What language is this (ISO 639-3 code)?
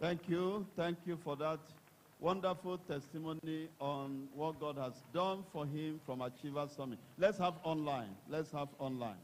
ewe